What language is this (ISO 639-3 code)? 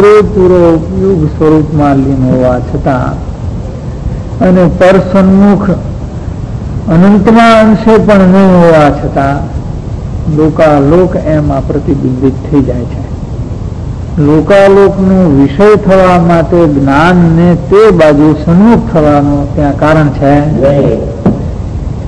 guj